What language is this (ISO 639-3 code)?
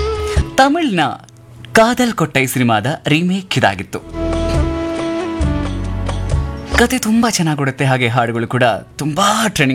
kan